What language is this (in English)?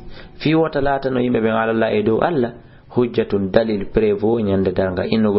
Fula